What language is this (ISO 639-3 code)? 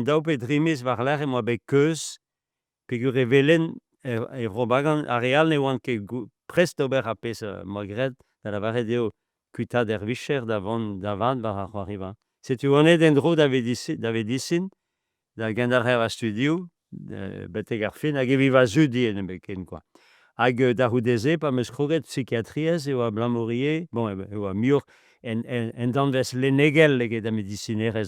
bre